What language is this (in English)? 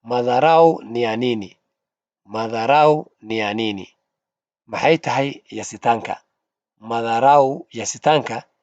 Somali